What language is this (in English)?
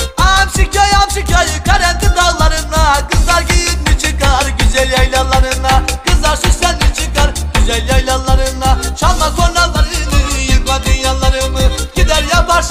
Turkish